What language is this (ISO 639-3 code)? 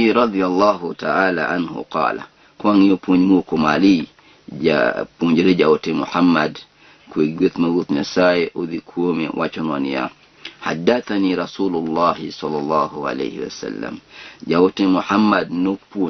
luo